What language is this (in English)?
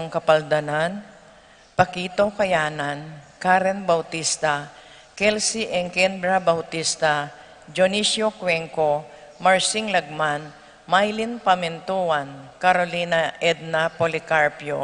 Pampanga